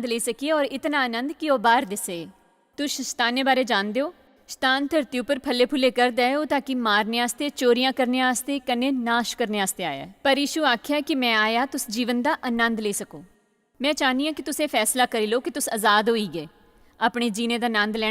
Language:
Dogri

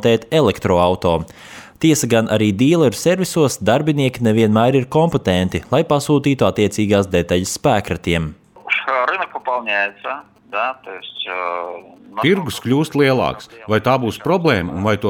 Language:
Latvian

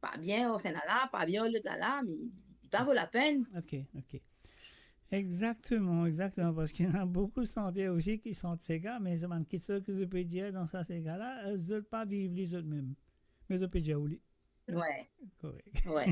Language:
Morisyen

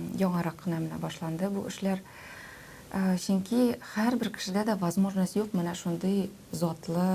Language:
Tatar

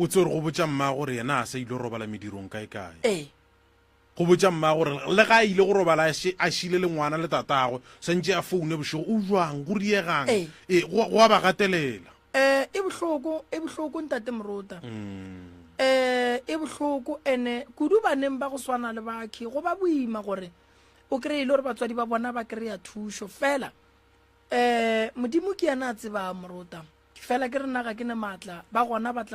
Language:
Northern Sotho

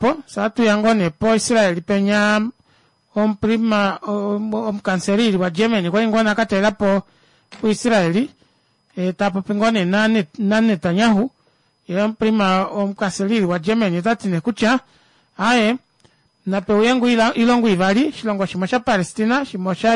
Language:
Kuanyama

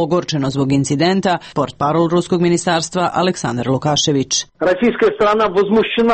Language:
Serbian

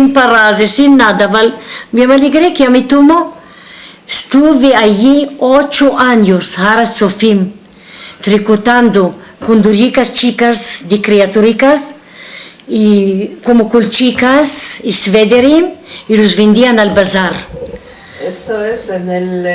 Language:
Ladino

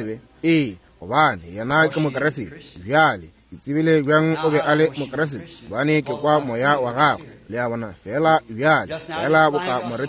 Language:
Northern Sotho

